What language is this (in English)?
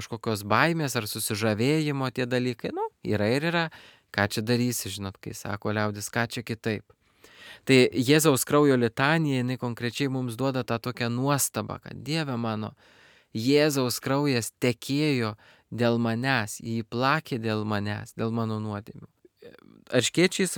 Lithuanian